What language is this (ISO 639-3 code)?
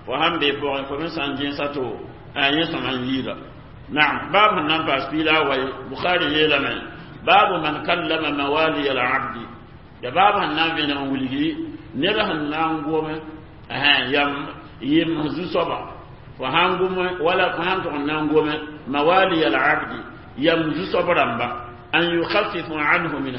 mos